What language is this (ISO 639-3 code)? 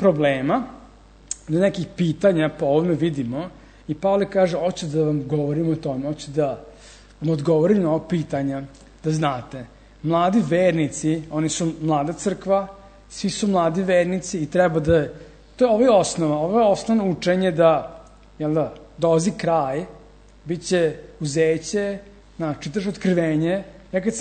srp